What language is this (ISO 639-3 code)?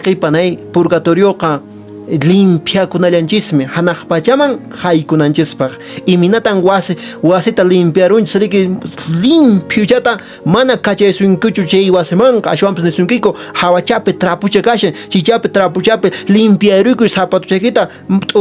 que